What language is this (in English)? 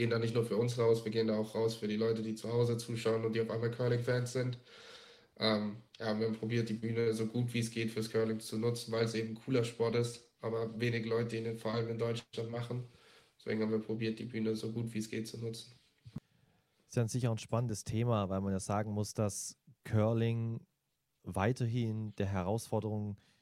German